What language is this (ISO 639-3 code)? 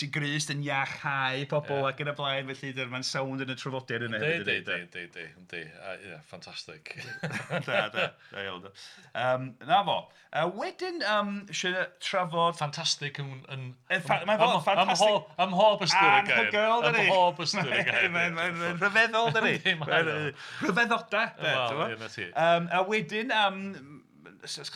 cym